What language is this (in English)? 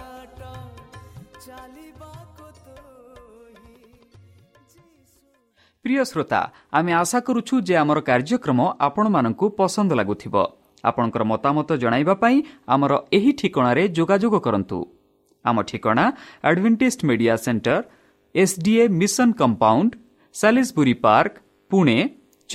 Odia